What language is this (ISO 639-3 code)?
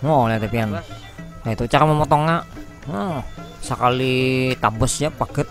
bjn